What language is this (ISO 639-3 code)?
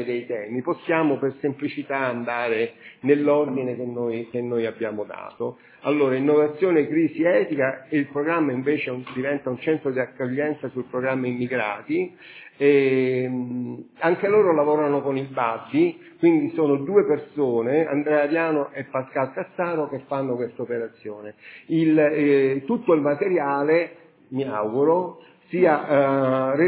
ita